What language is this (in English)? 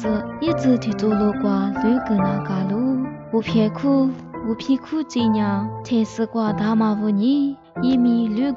Lisu